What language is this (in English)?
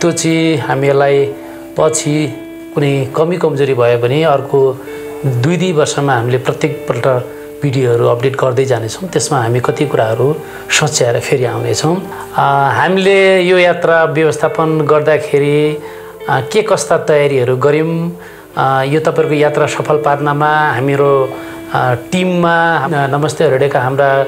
Nepali